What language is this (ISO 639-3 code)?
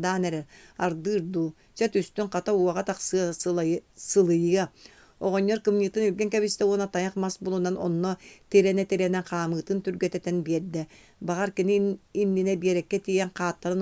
sah